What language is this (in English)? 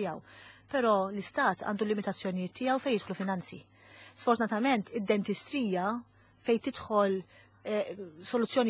Maltese